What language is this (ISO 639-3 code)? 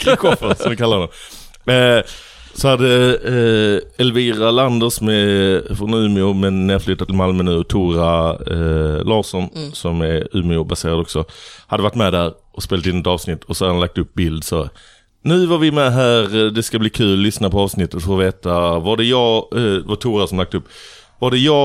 swe